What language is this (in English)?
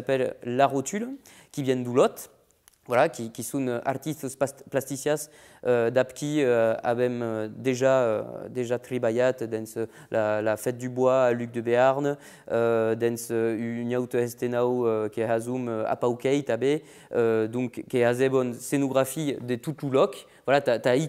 Occitan